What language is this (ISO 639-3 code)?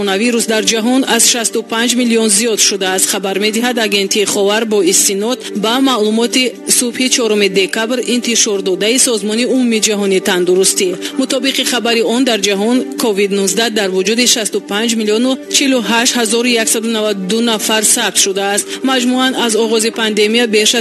tgk